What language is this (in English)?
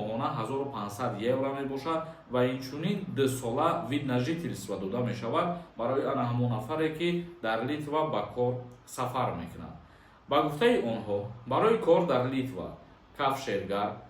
Tajik